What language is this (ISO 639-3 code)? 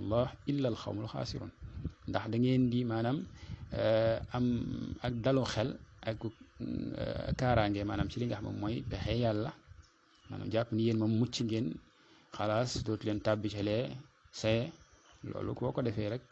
wol